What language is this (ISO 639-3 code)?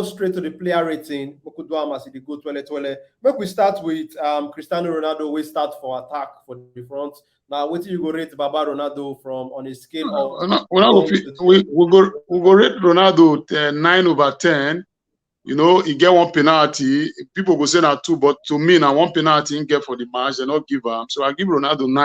pcm